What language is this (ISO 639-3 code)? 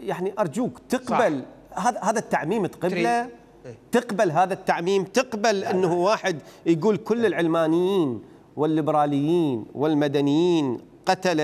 acm